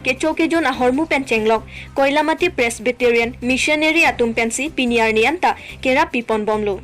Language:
Karbi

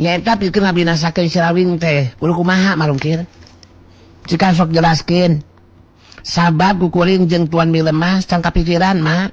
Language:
Sundanese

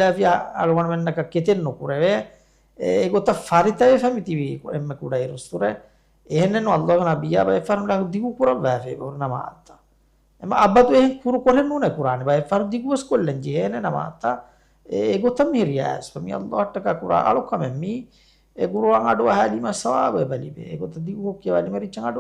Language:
Divehi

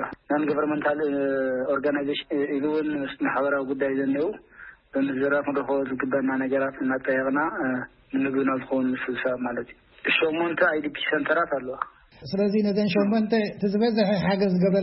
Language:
Tigrinya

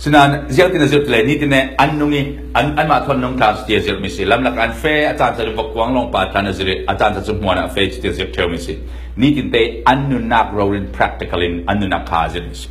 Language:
Falam Chin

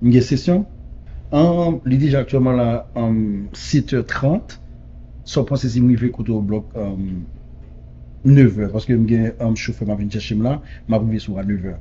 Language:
Haitian Creole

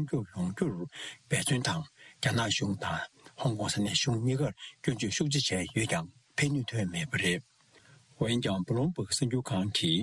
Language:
Tibetan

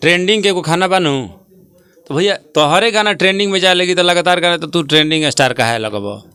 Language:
Bhojpuri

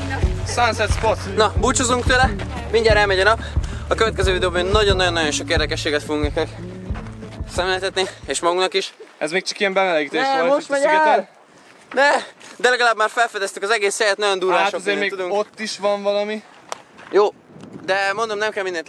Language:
Hungarian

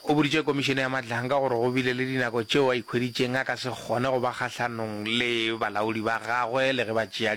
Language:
Northern Sotho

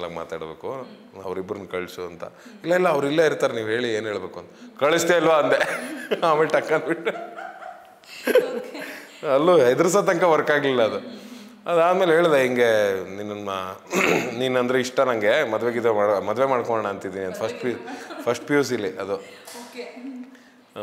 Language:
Kannada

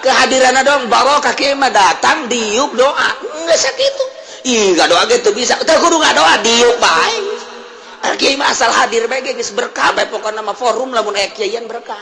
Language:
Sundanese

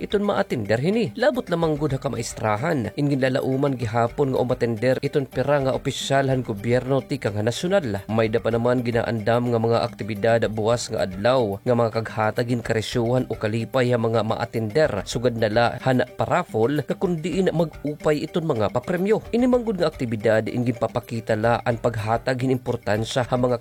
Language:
Waray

